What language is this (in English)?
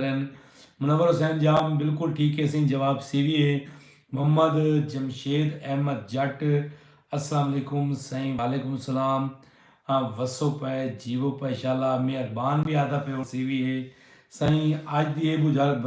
Saraiki